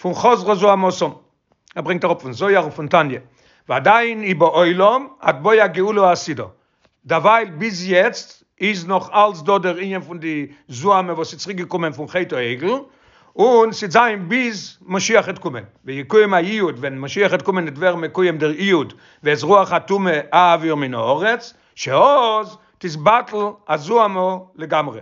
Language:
Yiddish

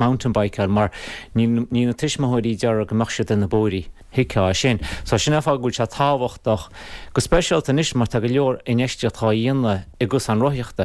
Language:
Irish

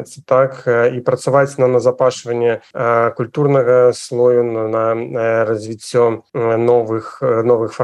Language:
Belarusian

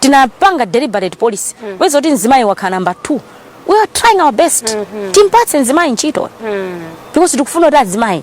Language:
Nyanja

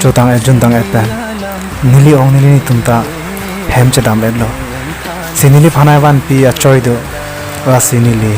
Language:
Karbi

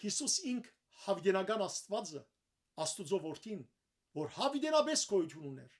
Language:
Western Armenian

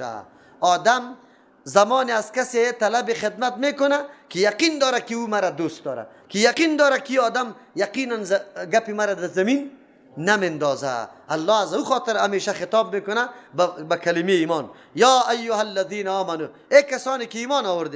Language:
Persian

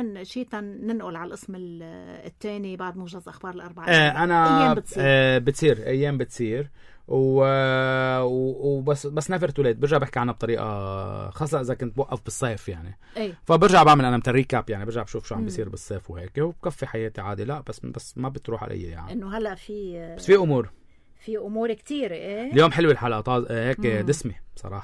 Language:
North Levantine Arabic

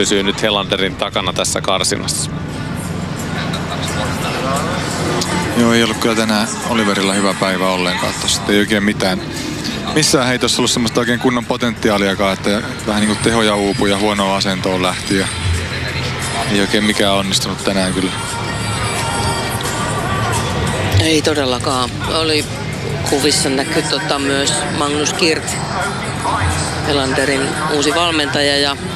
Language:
Finnish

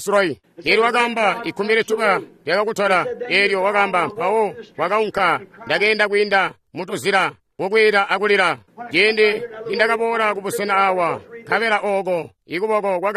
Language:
Tonga (Zambia)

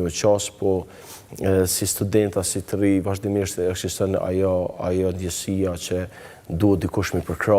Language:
Albanian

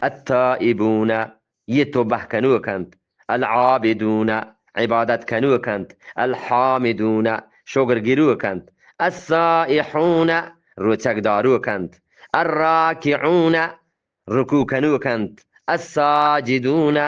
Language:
Eastern Balochi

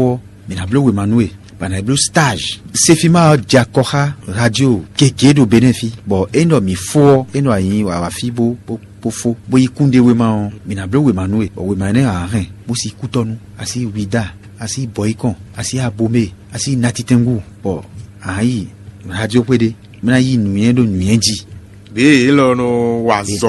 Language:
Fon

